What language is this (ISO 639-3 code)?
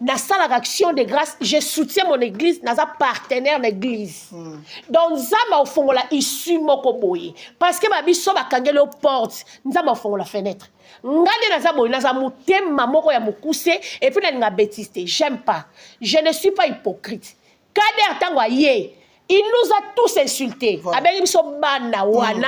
lin